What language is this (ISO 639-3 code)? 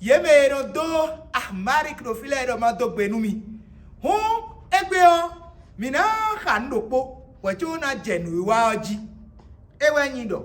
fon